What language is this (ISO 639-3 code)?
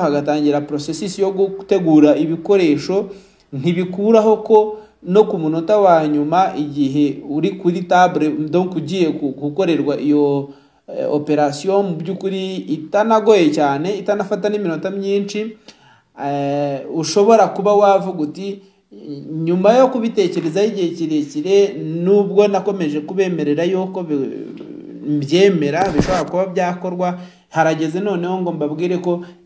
kin